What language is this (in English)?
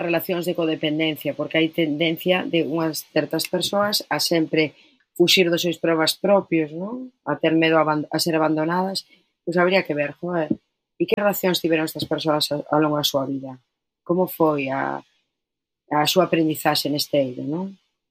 Galician